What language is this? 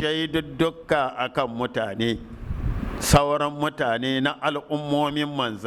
Hausa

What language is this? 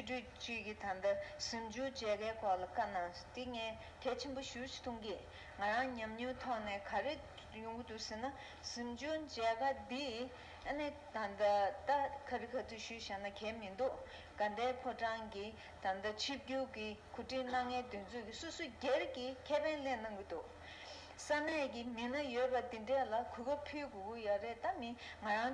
Tibetan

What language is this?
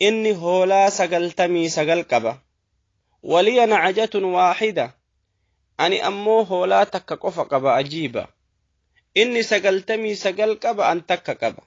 Oromo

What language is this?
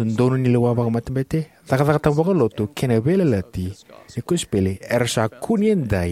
Fijian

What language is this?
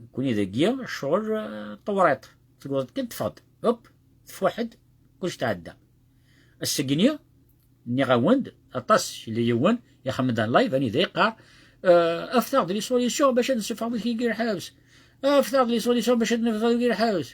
Kabyle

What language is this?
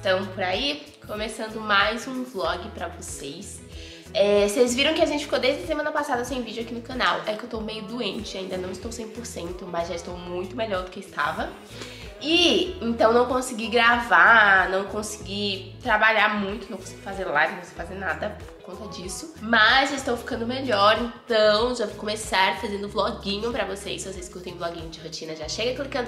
Portuguese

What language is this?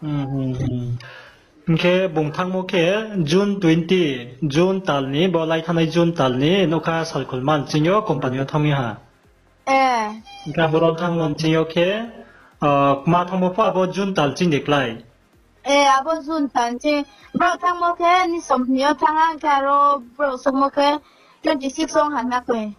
Riang (India)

